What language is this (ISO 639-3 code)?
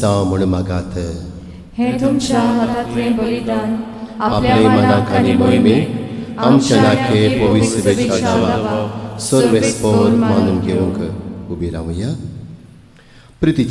kok